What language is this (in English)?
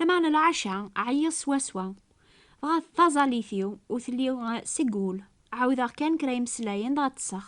Kabyle